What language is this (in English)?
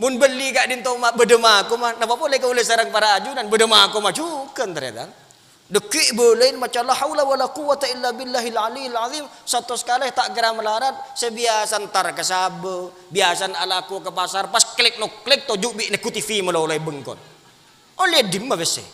Madurese